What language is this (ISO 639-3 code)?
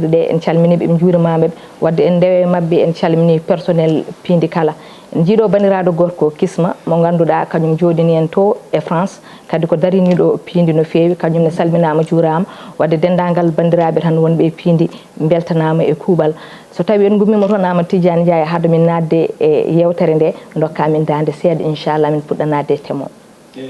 ful